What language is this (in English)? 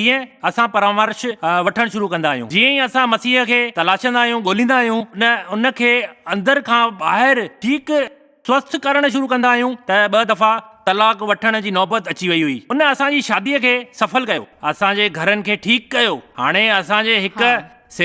Sindhi